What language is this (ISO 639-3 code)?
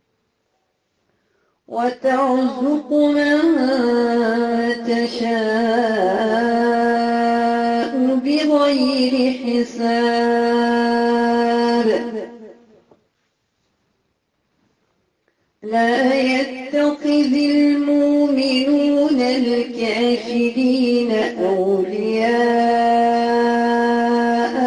ara